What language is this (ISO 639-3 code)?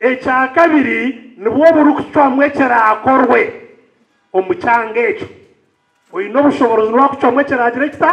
nyn